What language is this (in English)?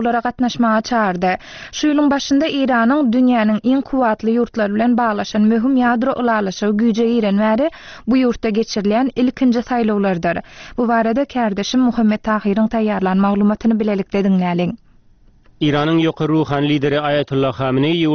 Turkmen